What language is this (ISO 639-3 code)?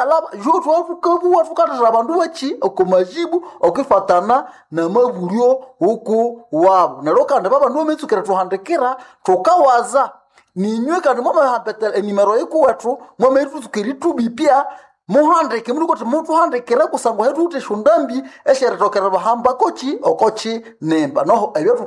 nnb